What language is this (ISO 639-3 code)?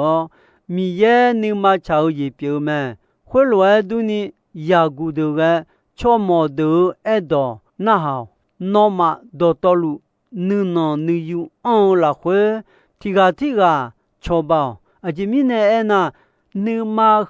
ahk